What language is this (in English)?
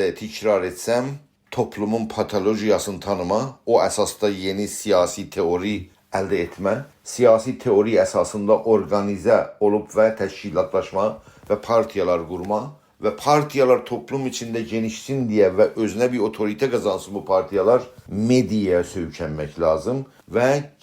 South Azerbaijani